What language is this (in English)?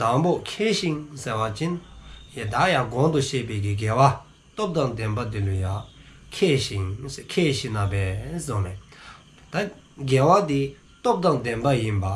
Dzongkha